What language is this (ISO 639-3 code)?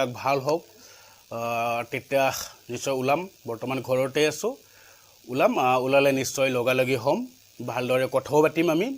asm